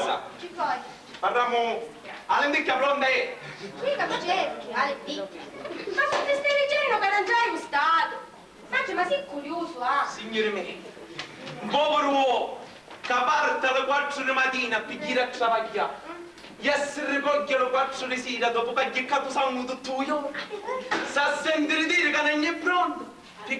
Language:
Sicilian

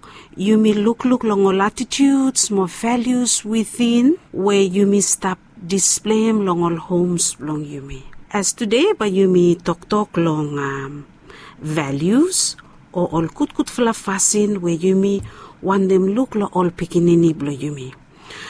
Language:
Bislama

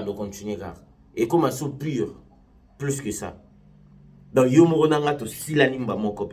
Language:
Lingala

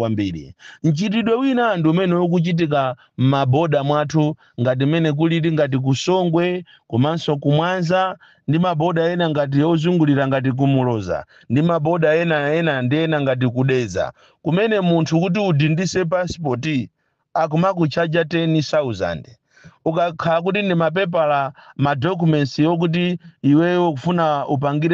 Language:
Nyanja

